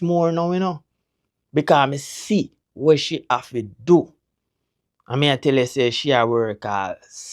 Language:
Jamaican Creole English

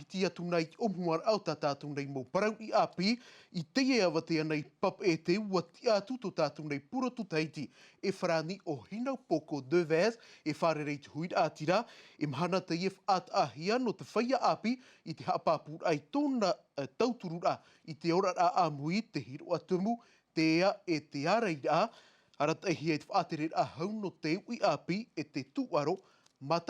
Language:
Tahitian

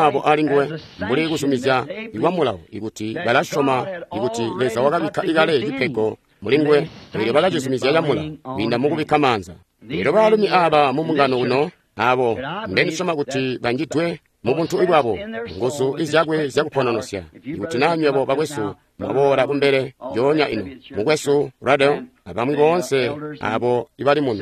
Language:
Tonga (Zambia)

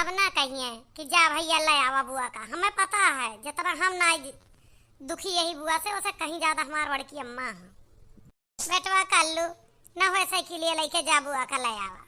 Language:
Awadhi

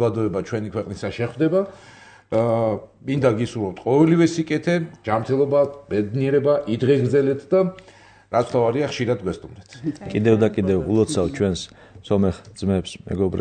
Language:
Georgian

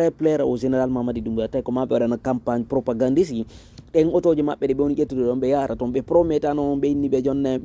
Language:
Fula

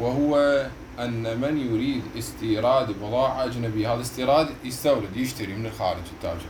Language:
Mesopotamian Arabic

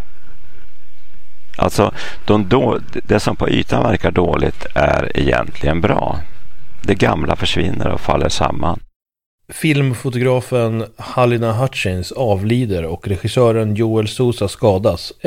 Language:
Swedish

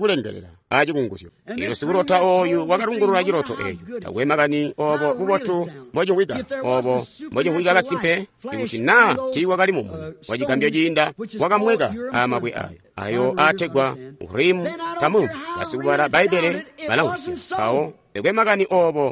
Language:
Tonga (Zambia)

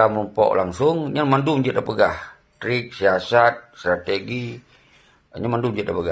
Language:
Achinese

